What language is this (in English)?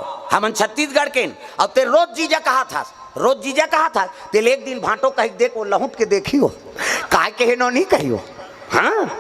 Chhattisgarhi